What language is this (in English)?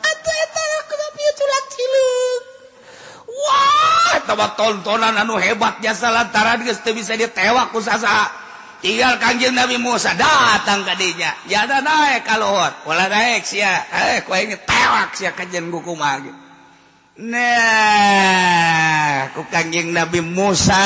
Sundanese